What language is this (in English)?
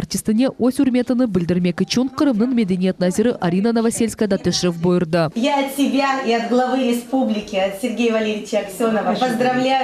Crimean Tatar